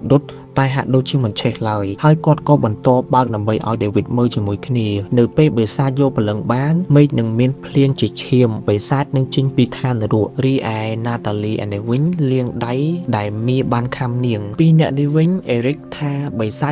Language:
Khmer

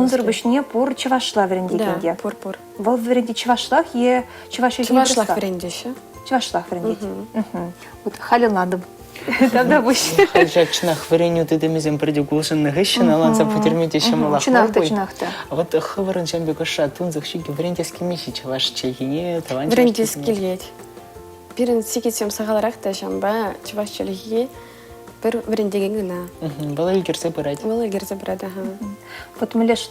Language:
Chuvash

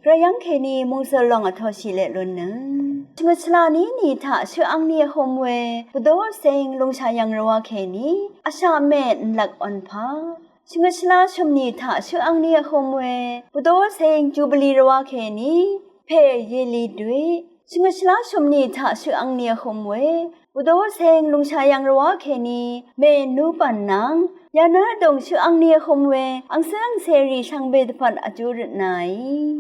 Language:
Rawang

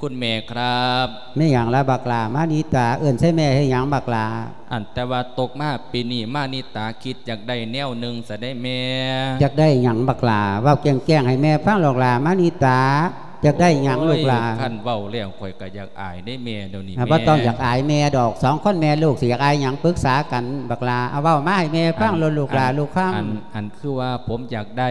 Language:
Lao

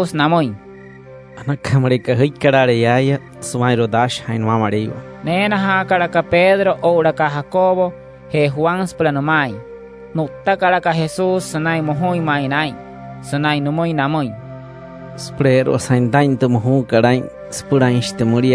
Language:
Wayuu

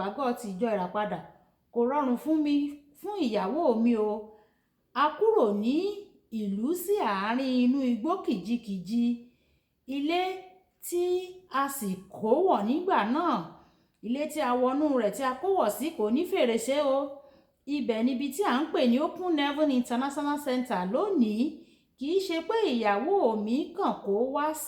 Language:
Yoruba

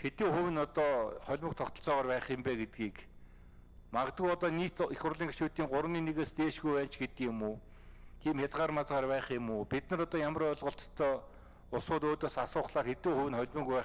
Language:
Mongolian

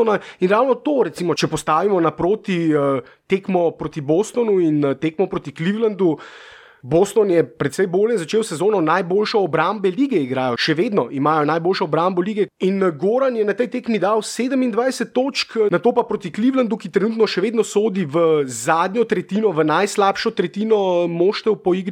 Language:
Slovenian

